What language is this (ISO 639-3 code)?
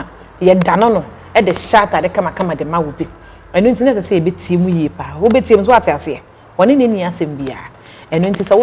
aka